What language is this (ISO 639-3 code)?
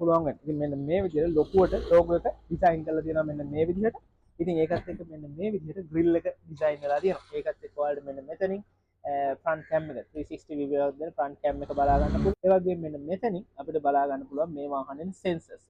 sin